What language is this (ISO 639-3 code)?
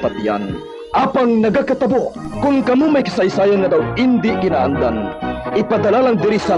hil